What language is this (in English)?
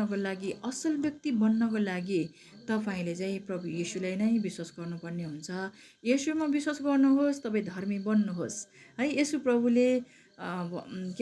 Nepali